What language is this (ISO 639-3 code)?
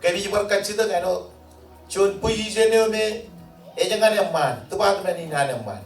mah